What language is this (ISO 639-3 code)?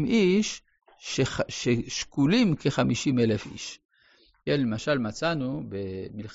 heb